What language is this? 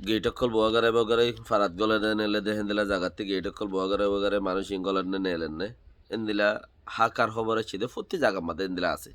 Rohingya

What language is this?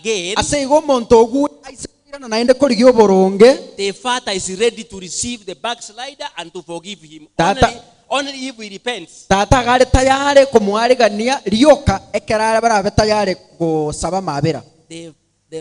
Gusii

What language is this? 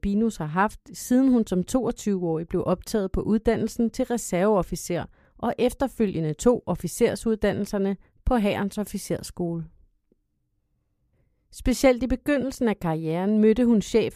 Danish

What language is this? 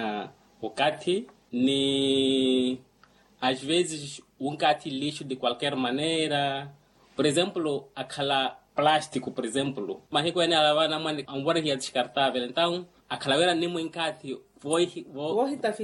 Makhuwa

